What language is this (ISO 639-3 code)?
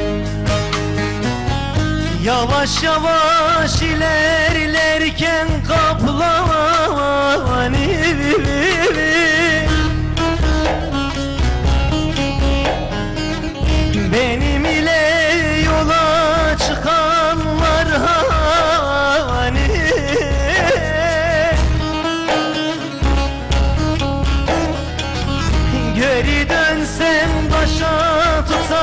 tur